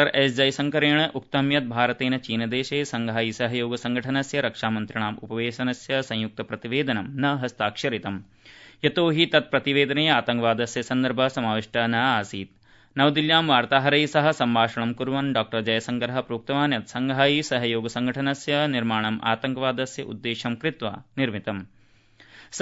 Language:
Sanskrit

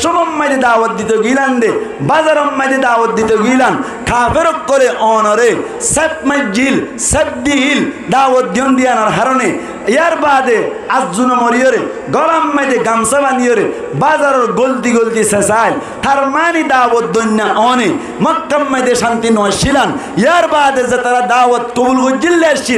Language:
Rohingya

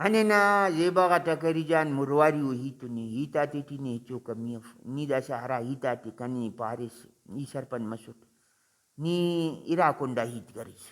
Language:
Brahui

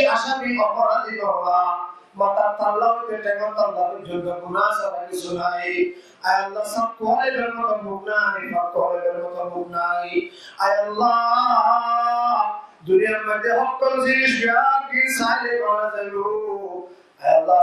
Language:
Rohingya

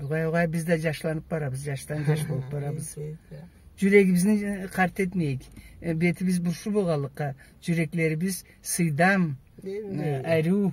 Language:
Karachay-Balkar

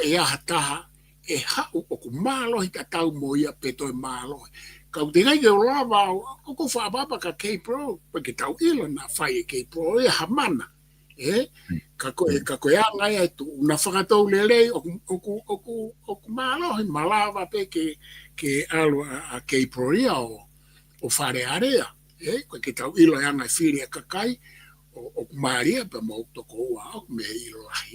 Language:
Tongan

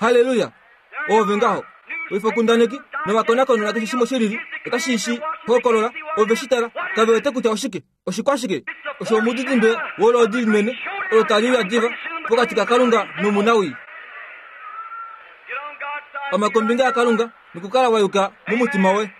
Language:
Kuanyama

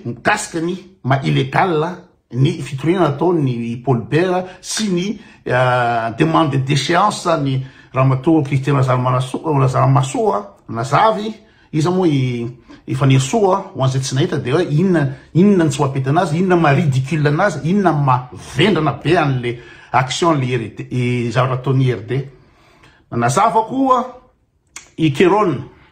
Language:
Malagasy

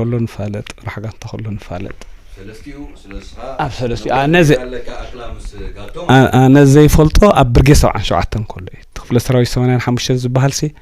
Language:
Tigrinya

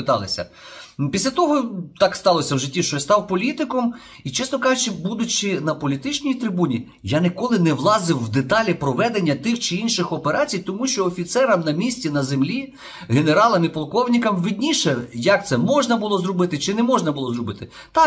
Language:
Ukrainian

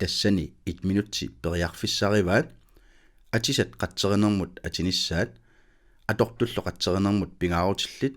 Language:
Kalaallisut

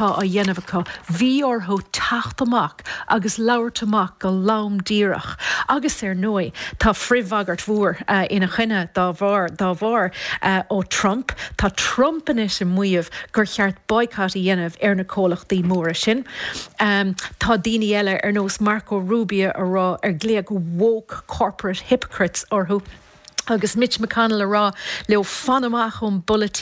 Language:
Irish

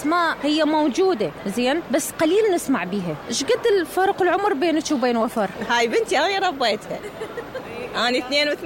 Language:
Mesopotamian Arabic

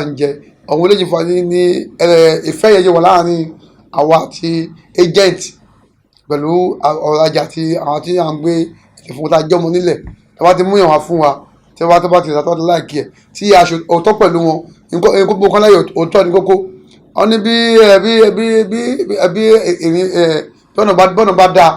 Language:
Yoruba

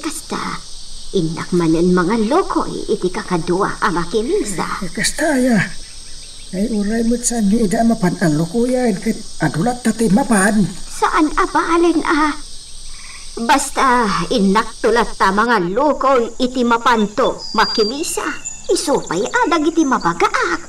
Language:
Iloko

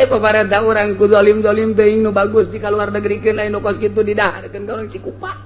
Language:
Sundanese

